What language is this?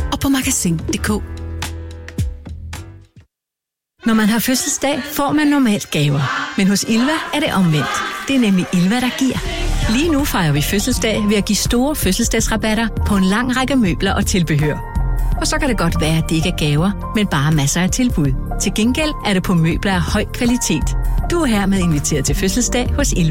Danish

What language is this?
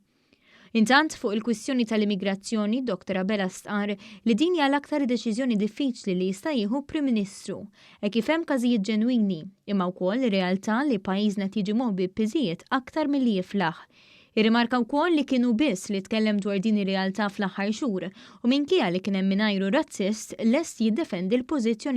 Maltese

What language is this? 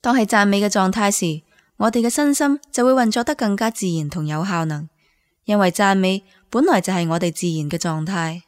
Cantonese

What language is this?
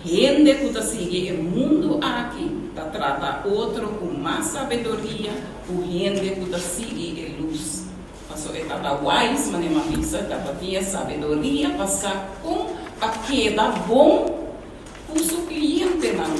Papiamento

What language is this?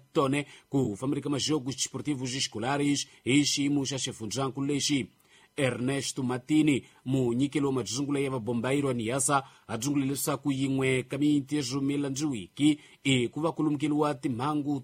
Tsonga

